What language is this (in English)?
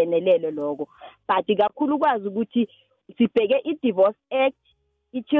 South Ndebele